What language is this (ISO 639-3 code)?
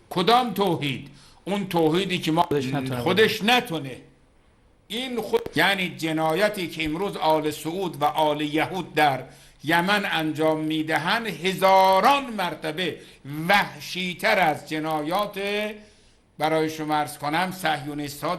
fas